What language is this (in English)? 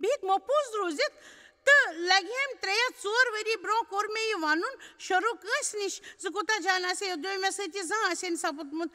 Kashmiri